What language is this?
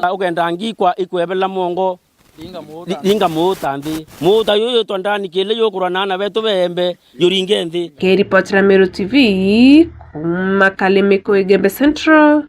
Meru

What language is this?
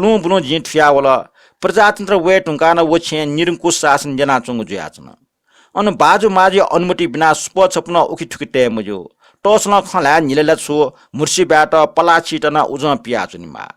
Newari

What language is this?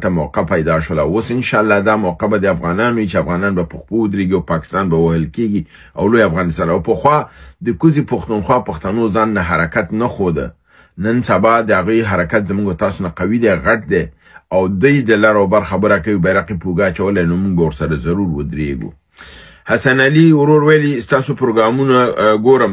Pashto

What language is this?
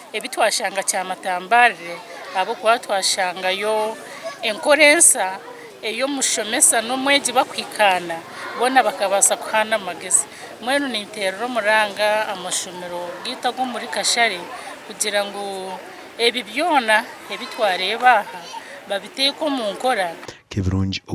Nyankole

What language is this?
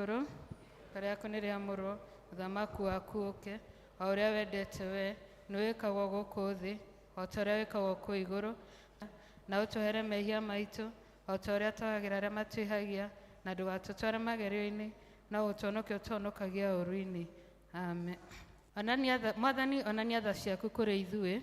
Kikuyu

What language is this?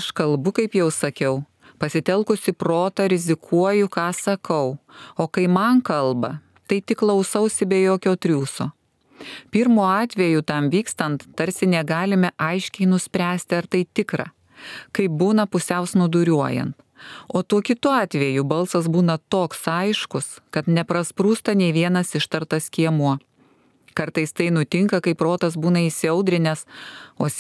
Lithuanian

